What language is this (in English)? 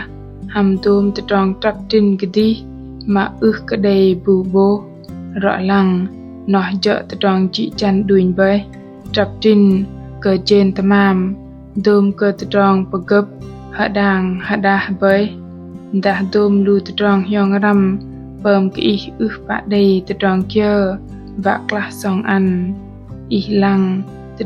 Bahnar